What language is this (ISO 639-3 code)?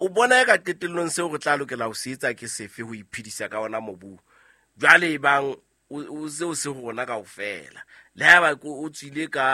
sot